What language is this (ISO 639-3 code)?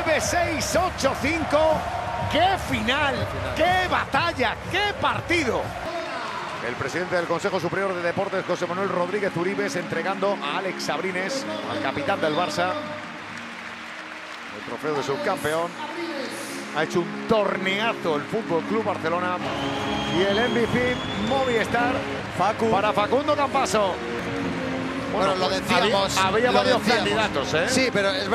spa